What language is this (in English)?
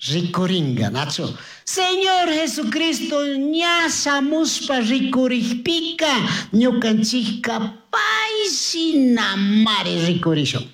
Chimborazo Highland Quichua